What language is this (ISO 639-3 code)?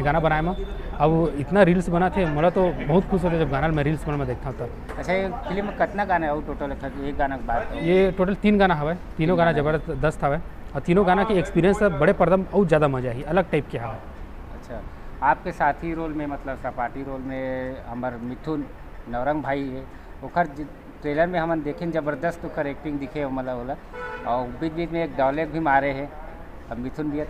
hne